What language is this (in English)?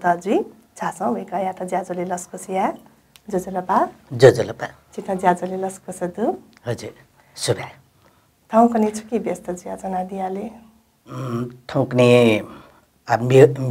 Newari